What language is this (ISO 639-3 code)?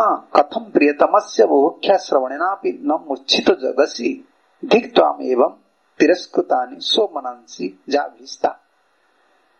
ori